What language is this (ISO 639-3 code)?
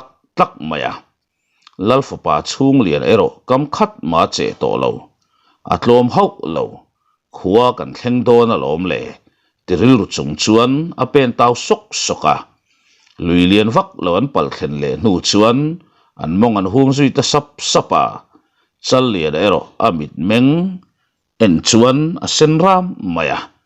lus